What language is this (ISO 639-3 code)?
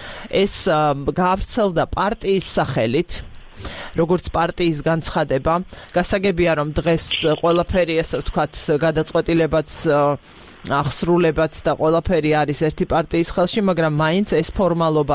kat